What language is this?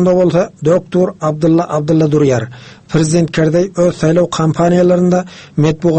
Turkmen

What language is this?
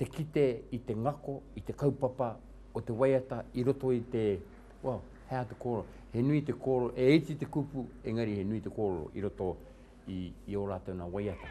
Māori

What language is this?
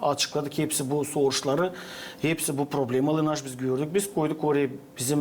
Gagauz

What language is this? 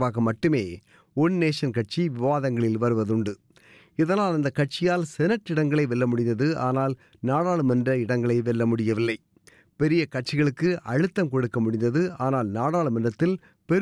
Tamil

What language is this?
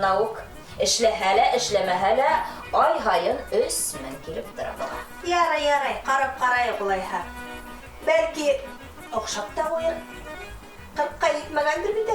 Bashkir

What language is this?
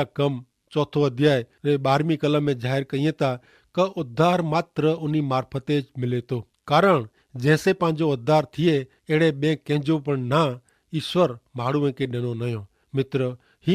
Kachhi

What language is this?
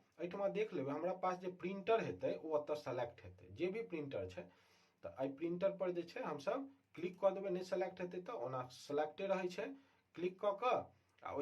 Maithili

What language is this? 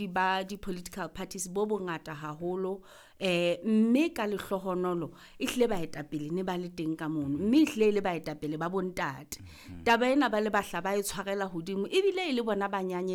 Southern Sotho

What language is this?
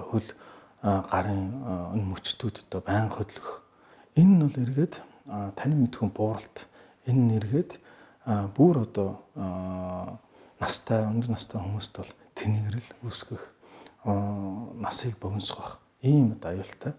Mongolian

